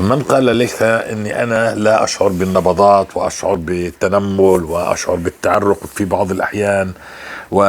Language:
North Levantine Arabic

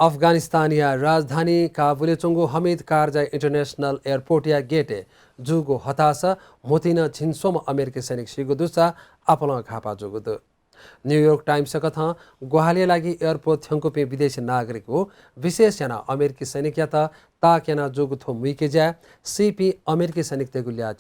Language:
Newari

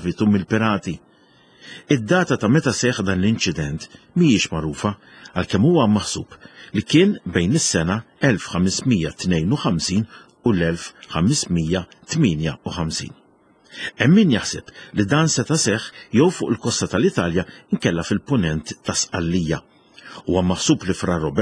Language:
Maltese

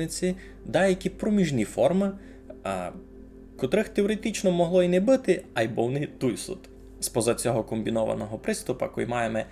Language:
Rusyn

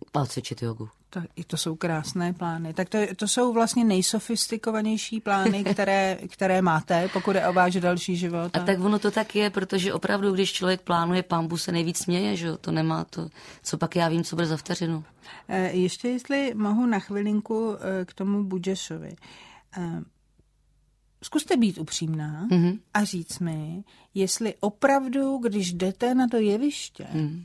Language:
Czech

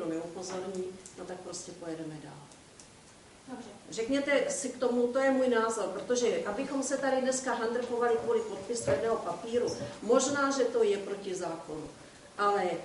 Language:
Czech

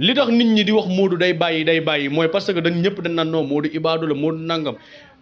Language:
Wolof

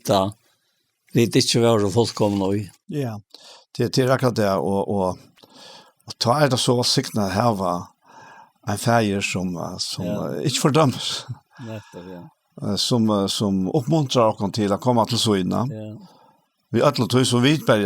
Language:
Faroese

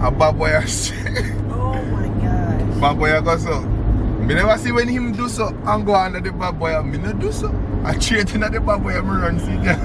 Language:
Jamaican Creole English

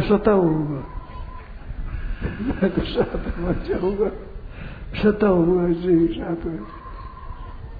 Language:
Hindi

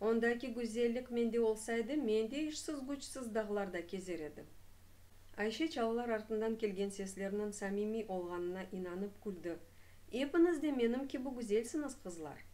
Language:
Crimean Tatar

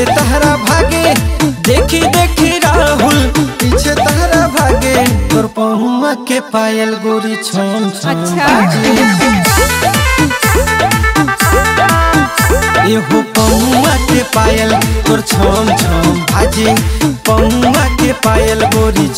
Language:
Magahi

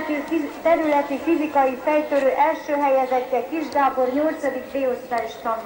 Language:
Hungarian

